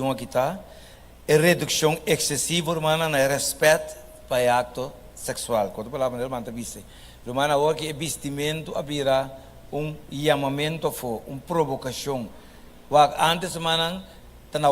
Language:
Papiamento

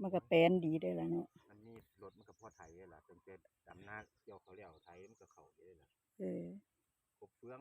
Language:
Northeastern Thai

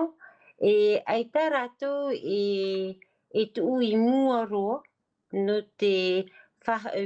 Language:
Tahitian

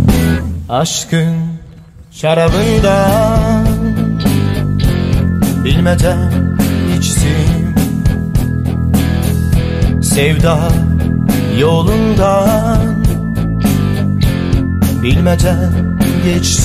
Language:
Turkish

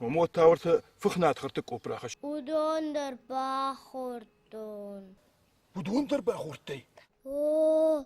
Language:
Ossetic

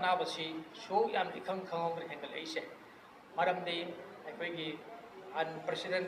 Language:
Manipuri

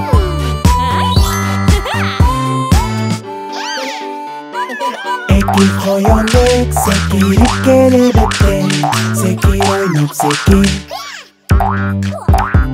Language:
Kyrgyz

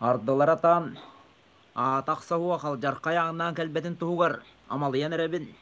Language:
Yakut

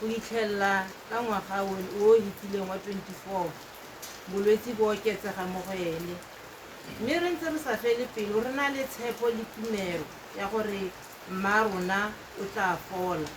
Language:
Tswana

